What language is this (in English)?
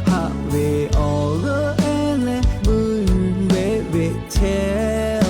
Lahu